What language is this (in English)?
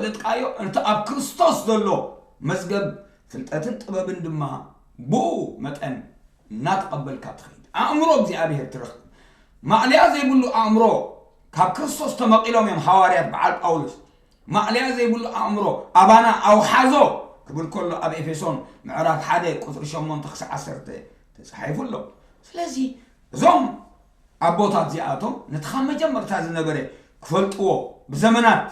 Tigrinya